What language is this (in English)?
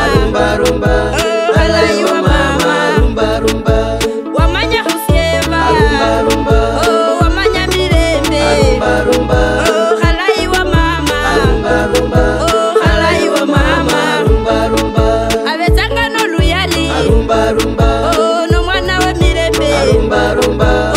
Kabras